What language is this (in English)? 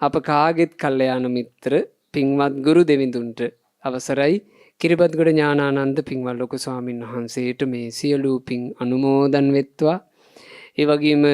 Sinhala